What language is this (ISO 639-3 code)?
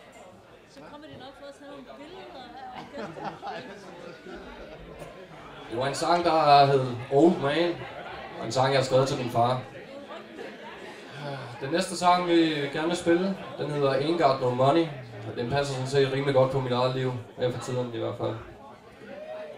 dan